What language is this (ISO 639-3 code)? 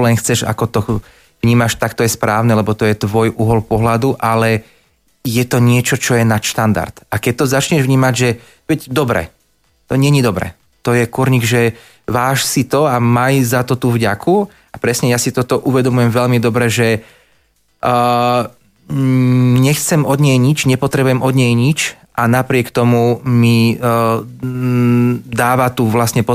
slk